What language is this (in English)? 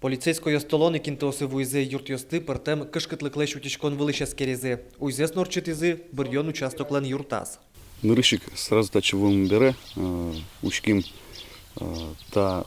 Udmurt